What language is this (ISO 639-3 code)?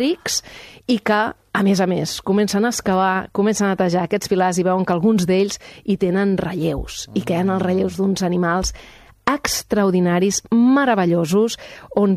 cat